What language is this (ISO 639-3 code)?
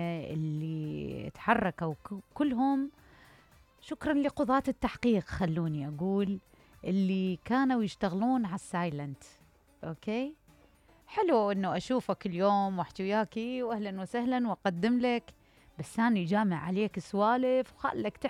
acm